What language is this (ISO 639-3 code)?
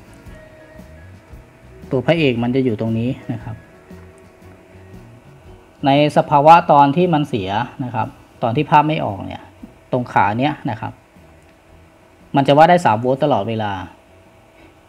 tha